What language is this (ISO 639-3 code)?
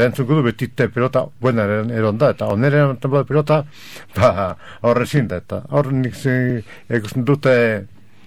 eus